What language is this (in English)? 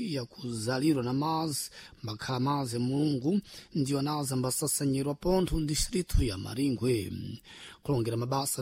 Sena